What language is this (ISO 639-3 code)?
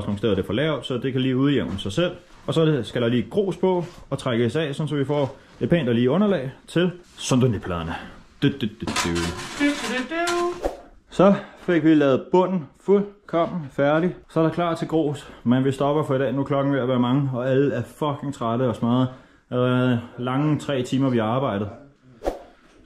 dan